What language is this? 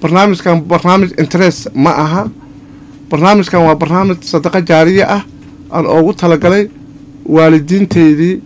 Somali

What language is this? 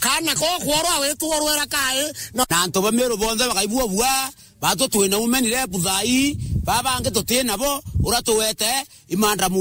Meru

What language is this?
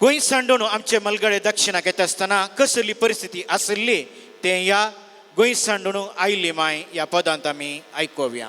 Konkani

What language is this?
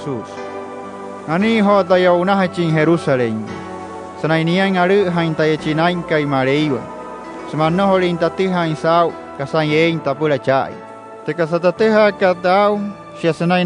Wayuu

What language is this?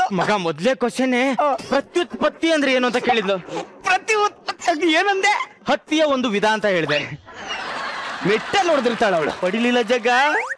Kannada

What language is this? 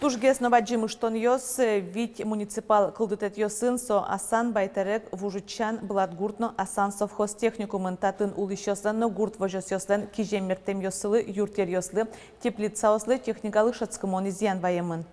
Udmurt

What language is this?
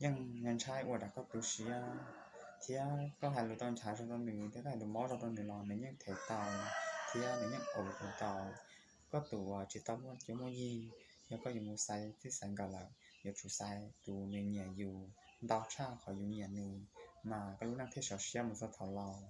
Hmong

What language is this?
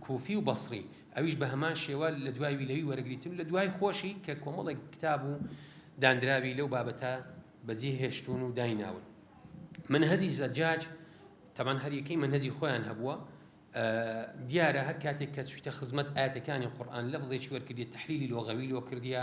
Central Kurdish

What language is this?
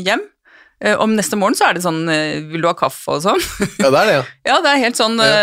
Norwegian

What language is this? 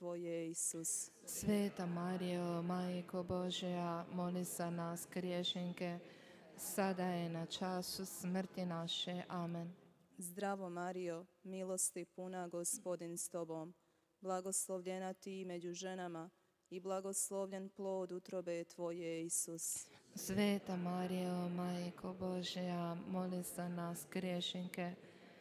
Croatian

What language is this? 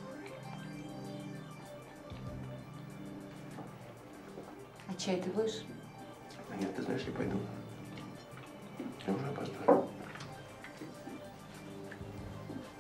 Russian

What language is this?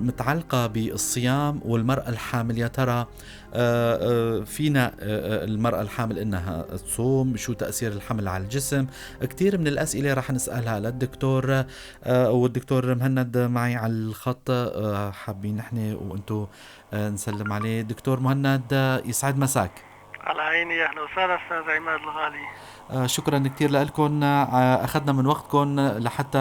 North Levantine Arabic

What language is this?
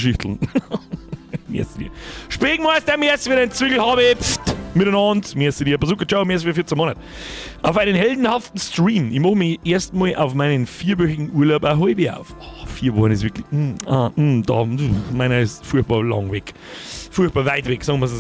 Bavarian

